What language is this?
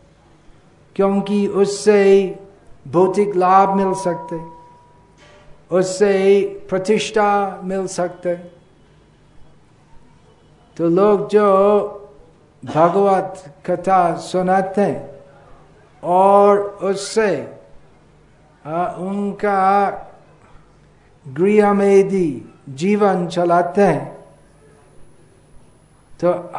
Hindi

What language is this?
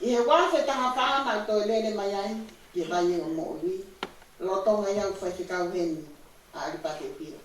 Tongan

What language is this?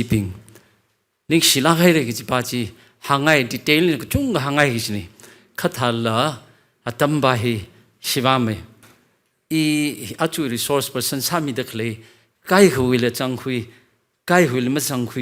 Tangkhul Naga (India)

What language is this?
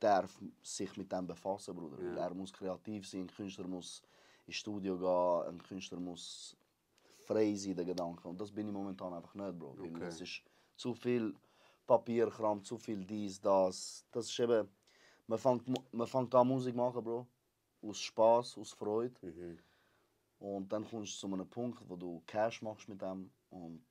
Swiss German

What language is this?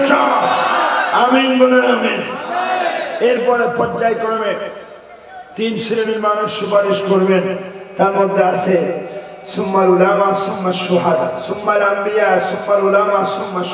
Bangla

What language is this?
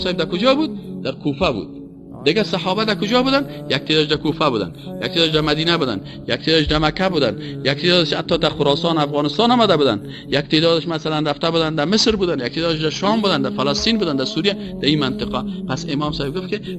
Persian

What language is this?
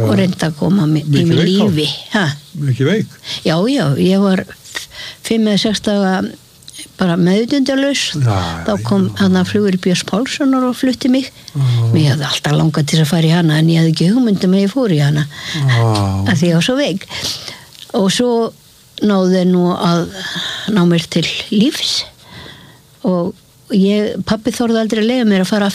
Icelandic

